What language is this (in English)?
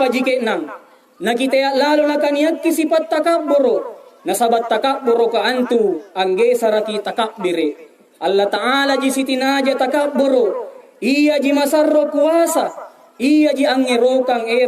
Makasar